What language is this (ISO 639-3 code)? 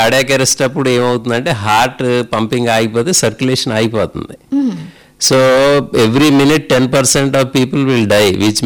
tel